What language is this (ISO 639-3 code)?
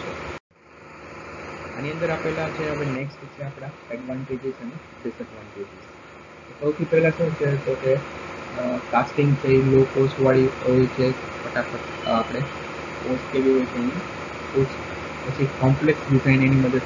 guj